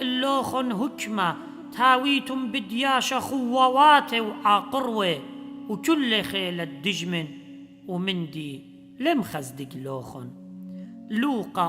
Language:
Assyrian Neo-Aramaic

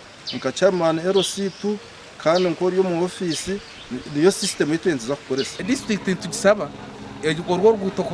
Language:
Nyankole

